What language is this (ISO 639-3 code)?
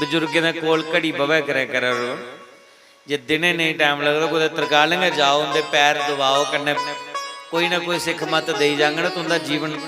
doi